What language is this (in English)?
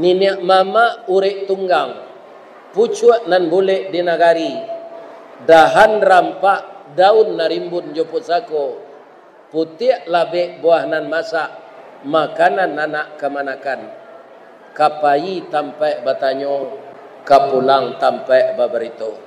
Minangkabau